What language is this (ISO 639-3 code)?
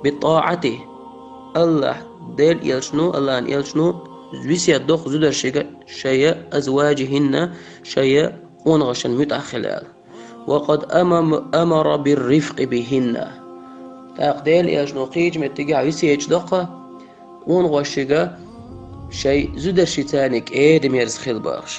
che